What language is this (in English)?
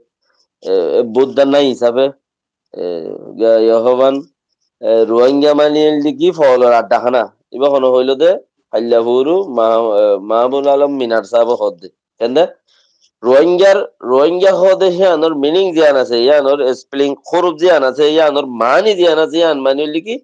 Rohingya